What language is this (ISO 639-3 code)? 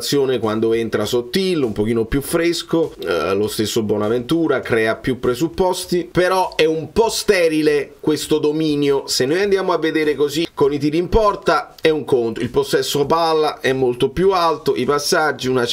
ita